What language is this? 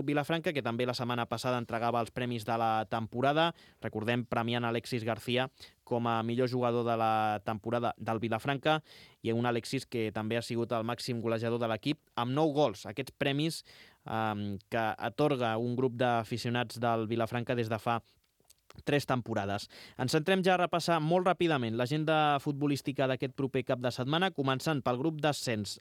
Catalan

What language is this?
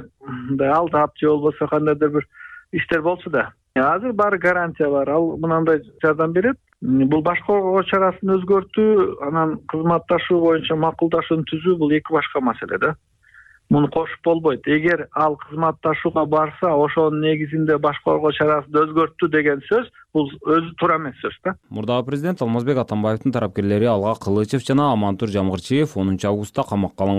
Kyrgyz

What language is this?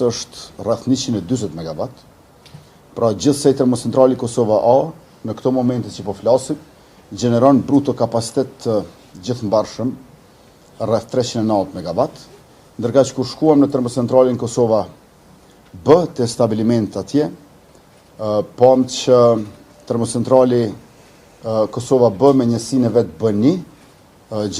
Albanian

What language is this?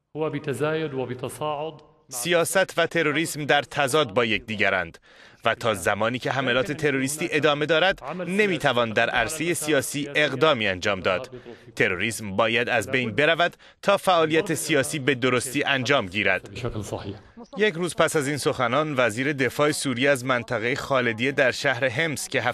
Persian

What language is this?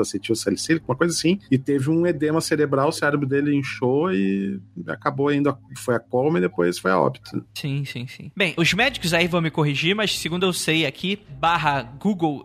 Portuguese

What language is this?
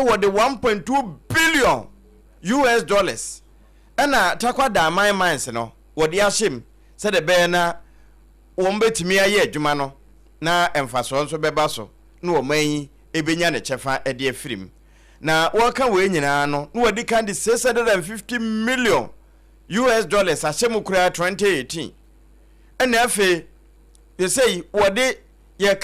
Akan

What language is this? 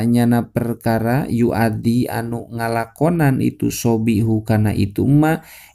Sundanese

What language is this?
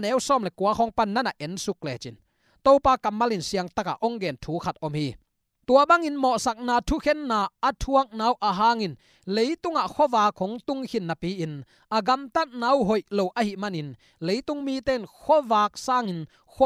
Tedim Chin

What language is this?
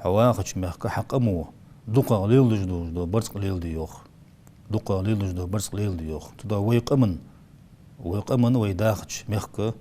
Ingush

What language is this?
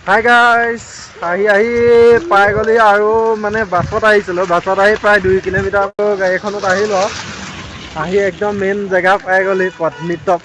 Assamese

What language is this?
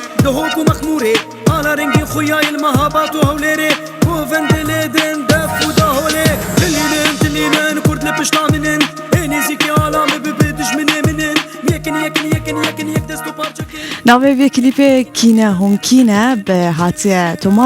Kurdish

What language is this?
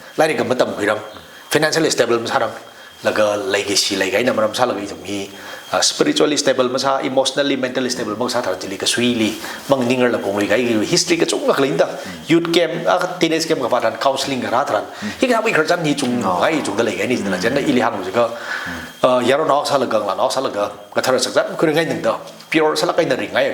Tangkhul Naga (India)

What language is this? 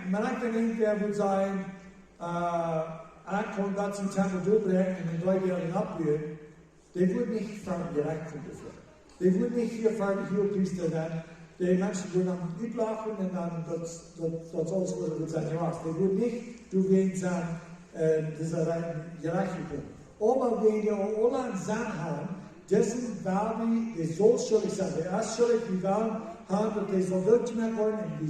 Plautdietsch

